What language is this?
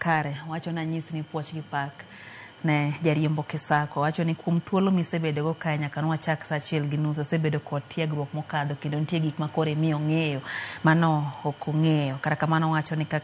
Luo (Kenya and Tanzania)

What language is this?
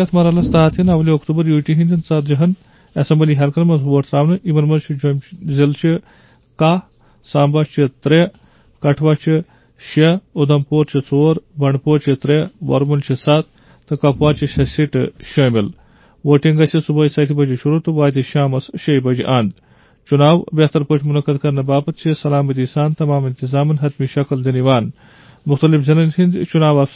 Kashmiri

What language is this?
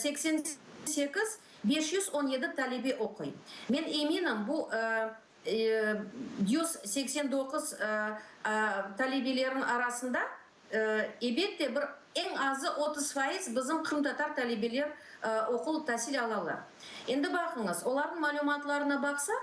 Crimean Tatar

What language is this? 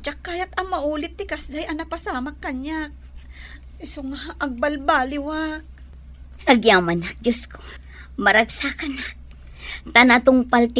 Iloko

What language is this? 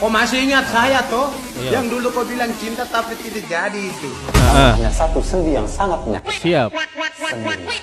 Ambonese Malay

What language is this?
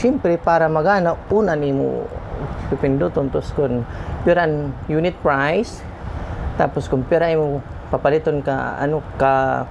Waray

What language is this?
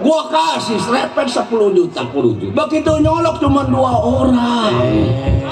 Betawi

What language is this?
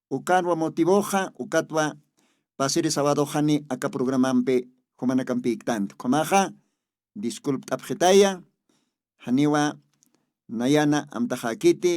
Aymara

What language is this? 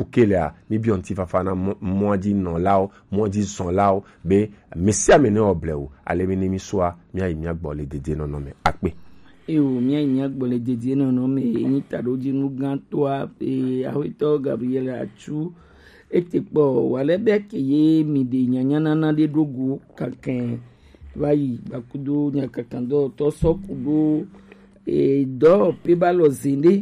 Gen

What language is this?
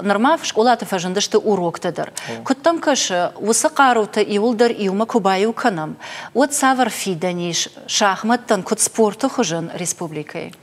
Ossetic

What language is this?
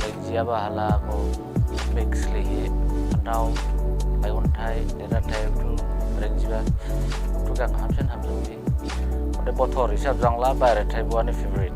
Dimasa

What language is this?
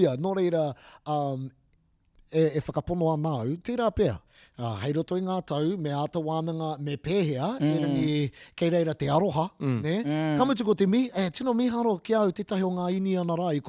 Māori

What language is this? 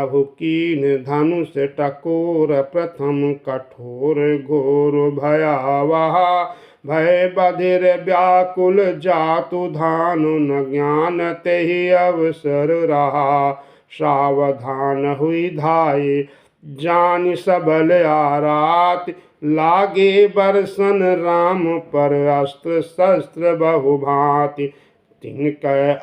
Awadhi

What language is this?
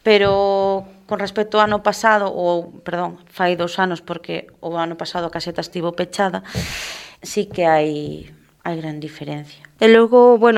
Galician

